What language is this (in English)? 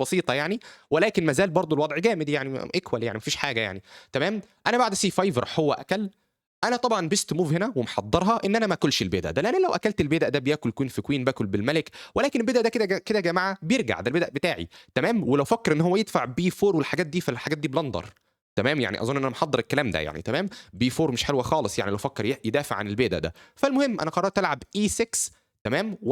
Egyptian Arabic